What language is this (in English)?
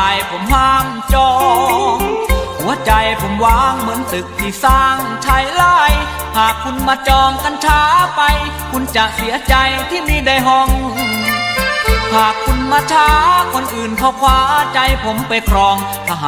Thai